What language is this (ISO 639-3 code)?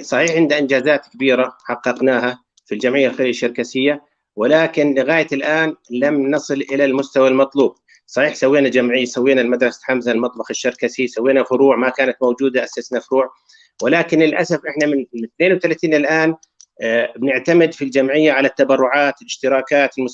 apc